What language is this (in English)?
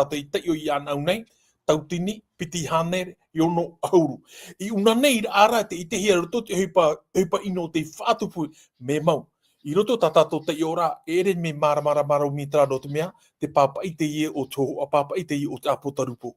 Tahitian